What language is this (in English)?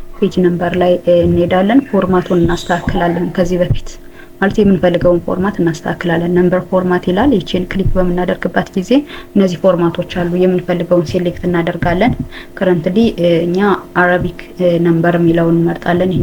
Amharic